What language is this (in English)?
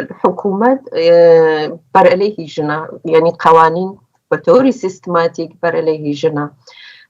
Central Kurdish